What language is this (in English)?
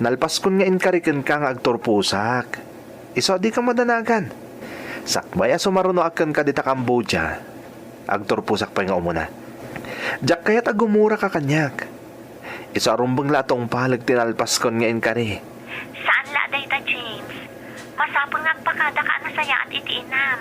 Iloko